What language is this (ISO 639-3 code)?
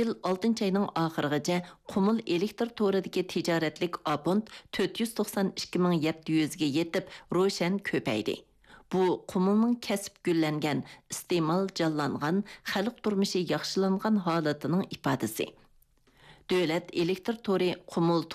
uig